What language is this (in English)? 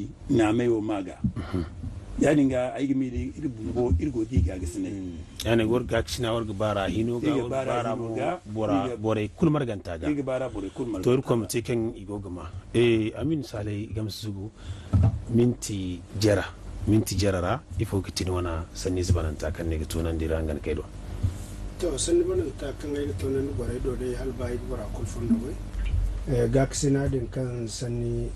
Zarma